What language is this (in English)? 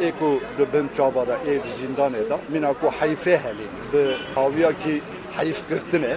Kurdish